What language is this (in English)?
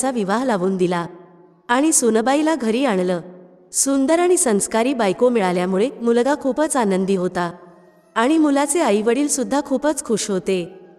Marathi